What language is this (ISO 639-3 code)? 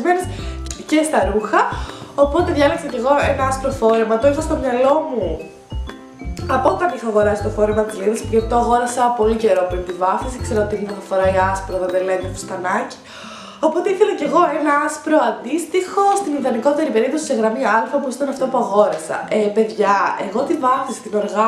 ell